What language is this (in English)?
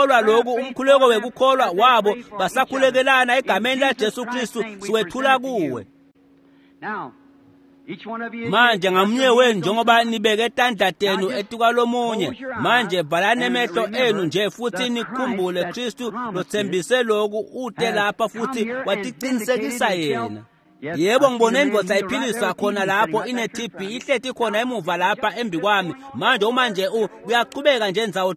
Swati